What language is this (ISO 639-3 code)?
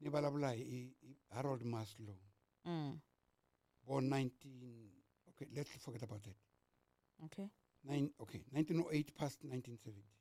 tso